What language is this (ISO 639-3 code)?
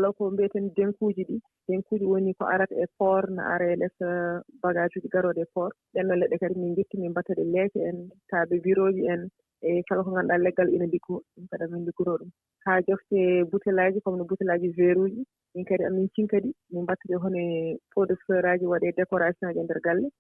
fuv